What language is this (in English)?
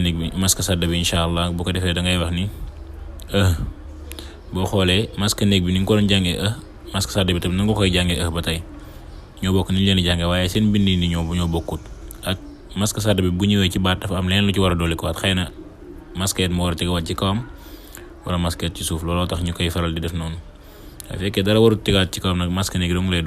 Wolof